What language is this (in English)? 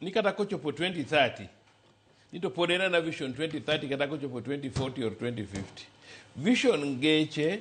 Luo (Kenya and Tanzania)